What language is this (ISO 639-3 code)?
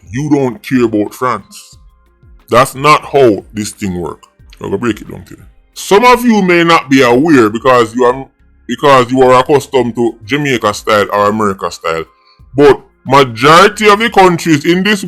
jam